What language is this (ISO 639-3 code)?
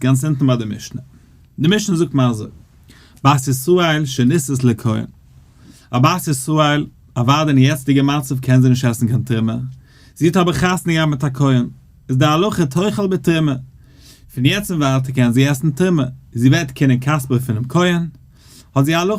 yid